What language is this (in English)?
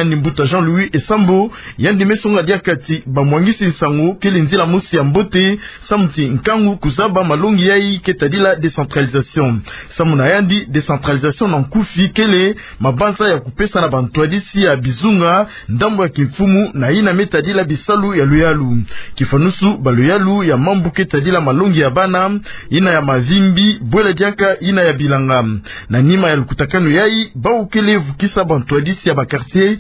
Kituba (Democratic Republic of Congo)